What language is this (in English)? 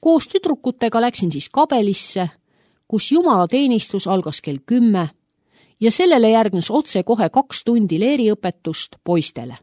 Estonian